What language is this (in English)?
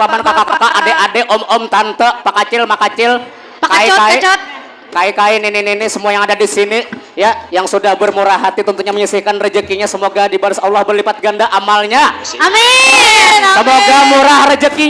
Banjar